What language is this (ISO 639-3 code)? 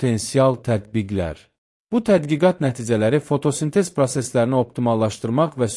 aze